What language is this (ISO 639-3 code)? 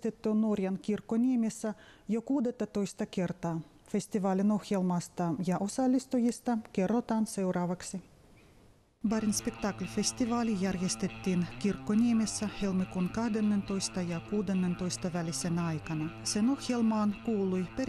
fin